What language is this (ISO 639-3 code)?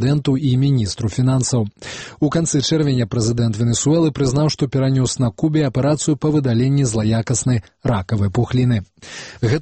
bel